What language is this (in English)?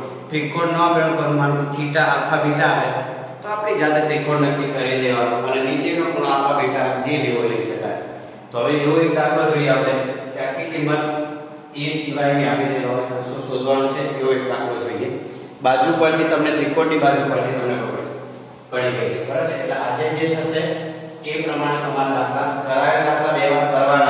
Gujarati